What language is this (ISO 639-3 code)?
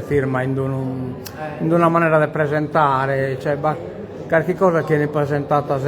srd